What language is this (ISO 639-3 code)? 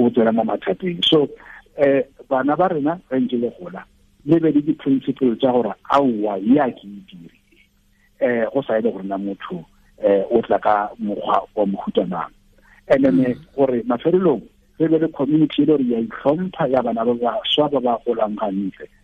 tsn